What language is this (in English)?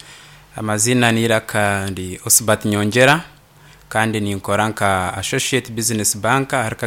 Nyankole